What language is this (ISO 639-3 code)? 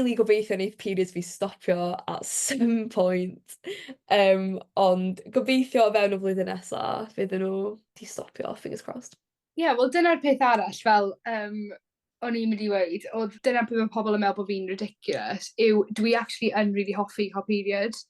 cym